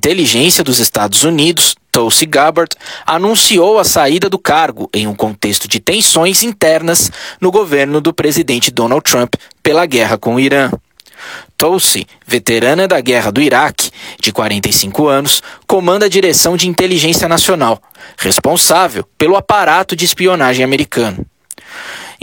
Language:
Portuguese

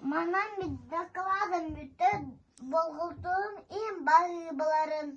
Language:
Yakut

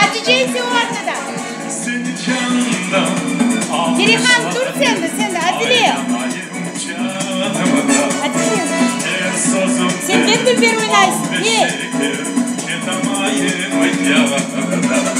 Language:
Crimean Tatar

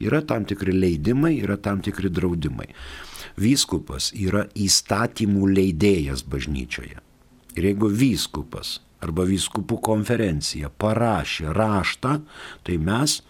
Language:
Lithuanian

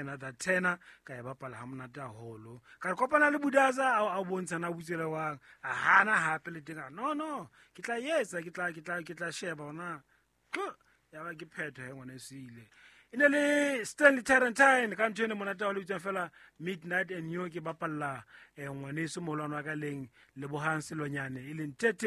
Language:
Southern Sotho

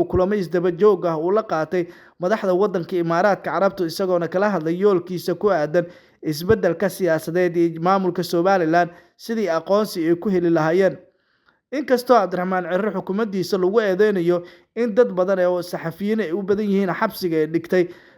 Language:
Somali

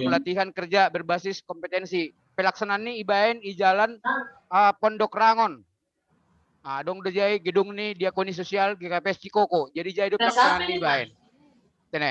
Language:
Batak Simalungun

